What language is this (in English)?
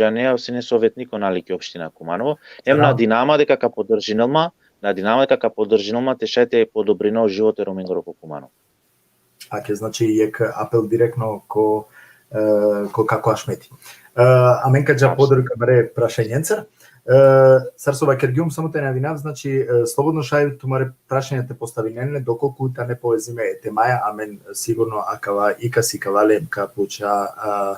Balkan Romani